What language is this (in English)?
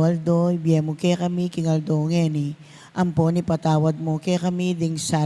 Pampanga